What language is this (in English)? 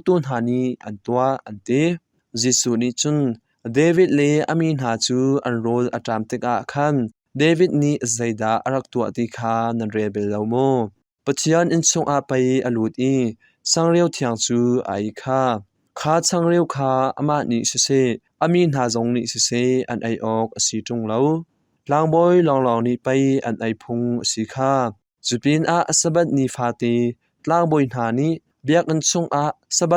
Hakha Chin